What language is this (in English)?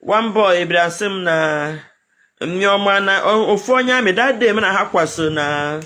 Igbo